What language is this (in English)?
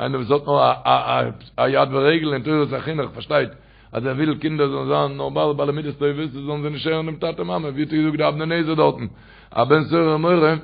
Yiddish